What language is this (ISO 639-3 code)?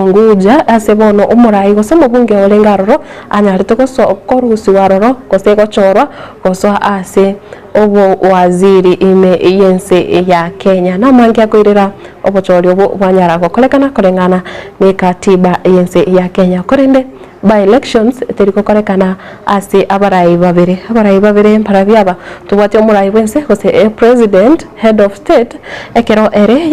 guz